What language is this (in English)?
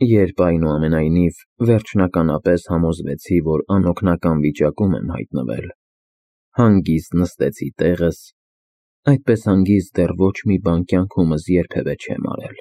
Armenian